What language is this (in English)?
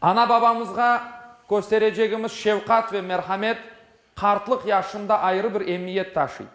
Crimean Tatar